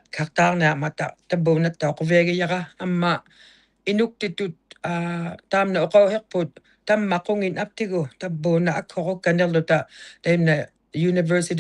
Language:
Inuktitut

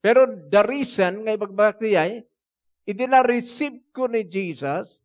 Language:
Iloko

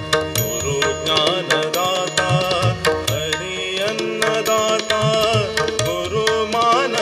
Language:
Kannada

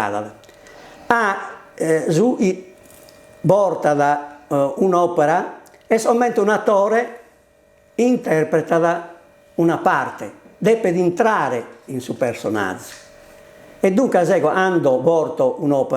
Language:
Sardinian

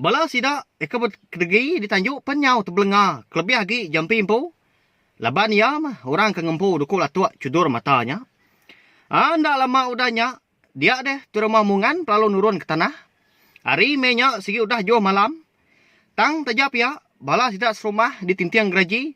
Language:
Iban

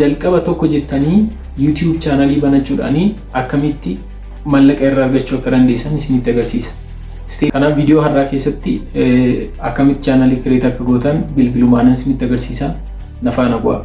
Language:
Oromo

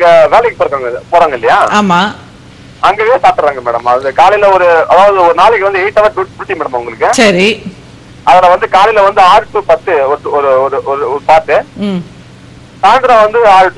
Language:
Tamil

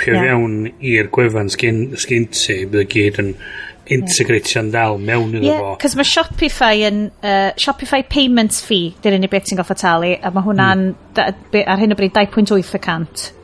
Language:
Welsh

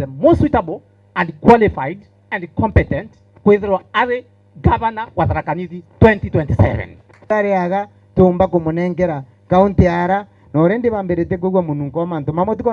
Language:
Meru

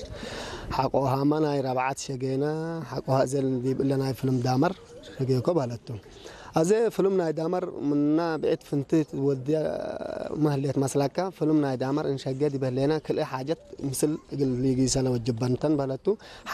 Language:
Tigrinya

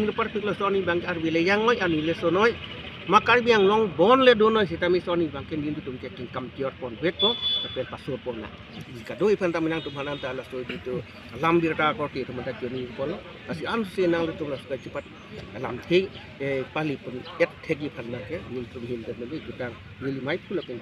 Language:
Karbi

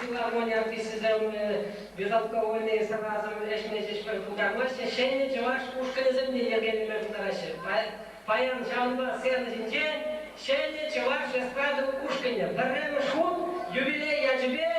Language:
Chuvash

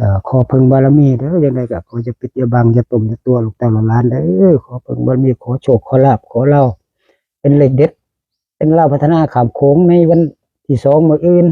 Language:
Northeastern Thai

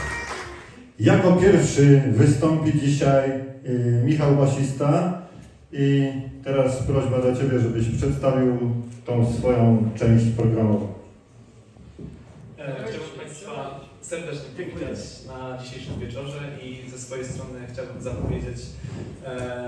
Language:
Polish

